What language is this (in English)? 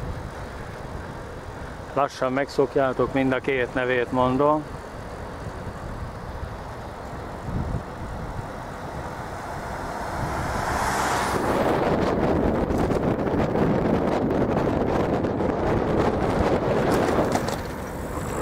Hungarian